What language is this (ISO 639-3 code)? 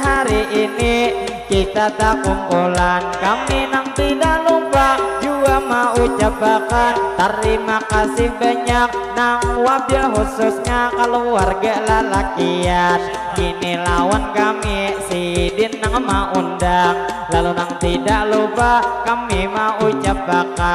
bjn